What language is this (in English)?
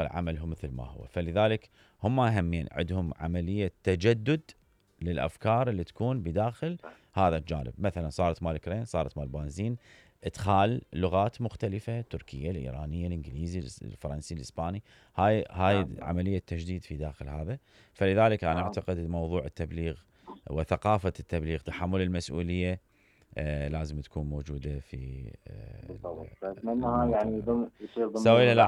Mesopotamian Arabic